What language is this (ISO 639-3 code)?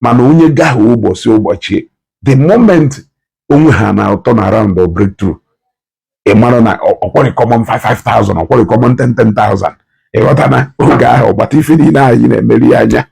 ibo